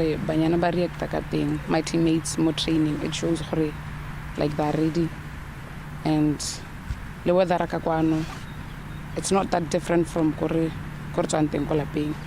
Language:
Tswana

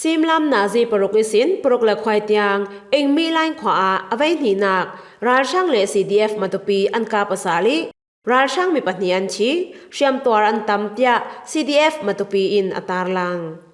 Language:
Falam Chin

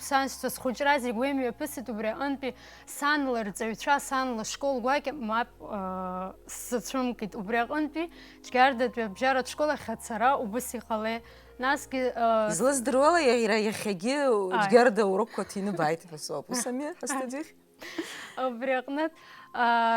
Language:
Abkhazian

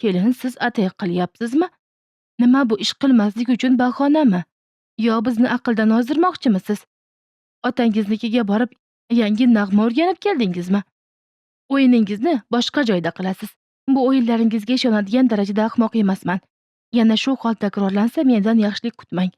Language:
Uzbek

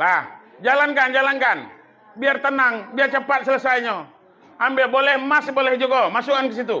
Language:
Minangkabau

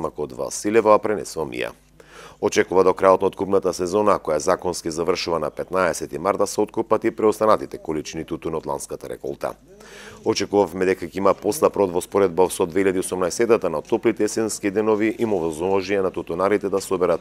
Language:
Macedonian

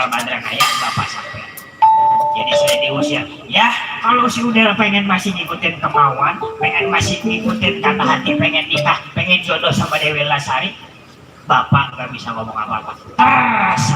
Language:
Betawi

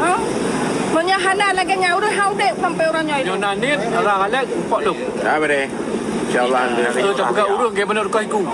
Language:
Achinese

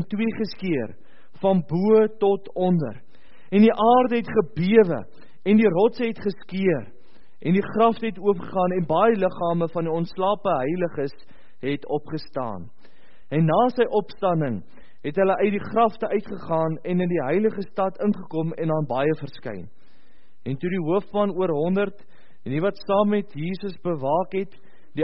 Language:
Afrikaans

